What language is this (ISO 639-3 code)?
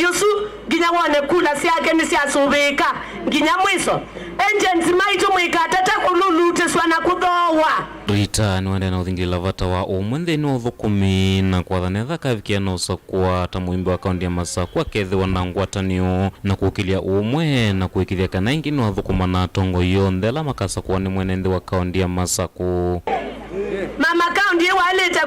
kam